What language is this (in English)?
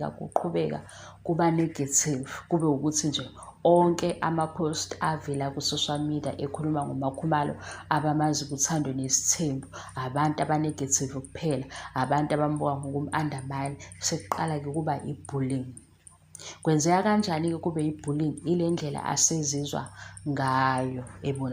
Zulu